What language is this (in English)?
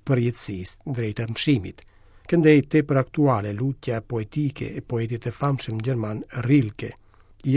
Albanian